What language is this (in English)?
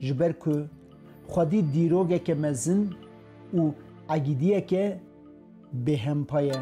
Kurdish